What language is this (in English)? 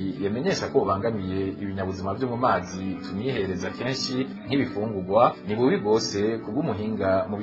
Rundi